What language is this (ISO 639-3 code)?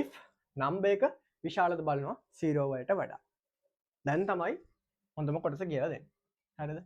sin